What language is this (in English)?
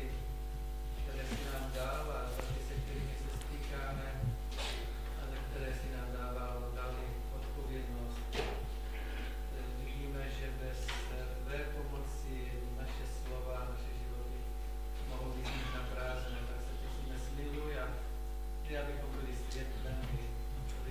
Czech